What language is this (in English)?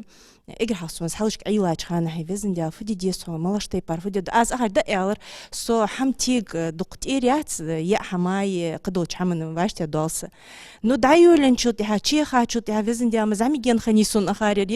Ingush